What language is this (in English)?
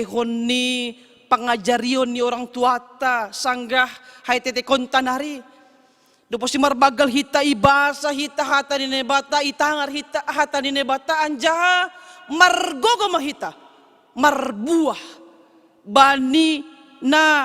Batak Simalungun